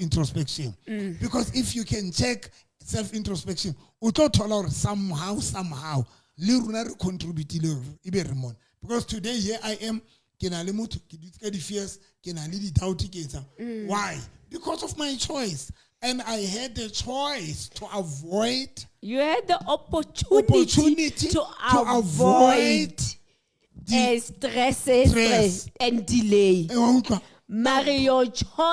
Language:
Southern Sotho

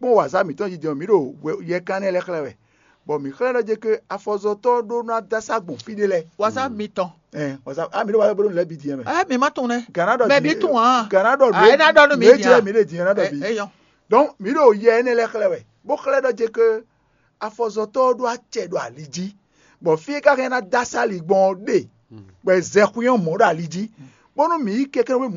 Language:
Fon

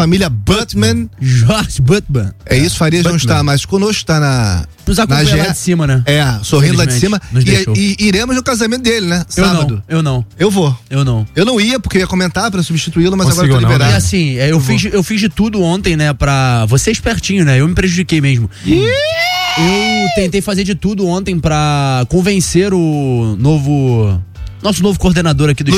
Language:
Portuguese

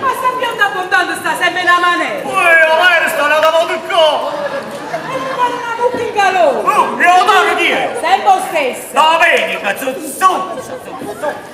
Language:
Neapolitan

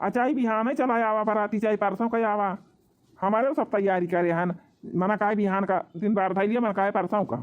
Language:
Awadhi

